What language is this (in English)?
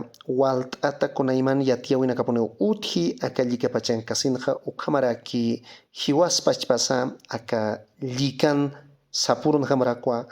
Aymara